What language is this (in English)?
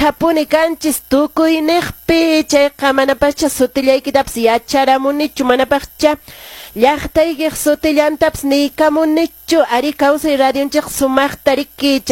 Quechua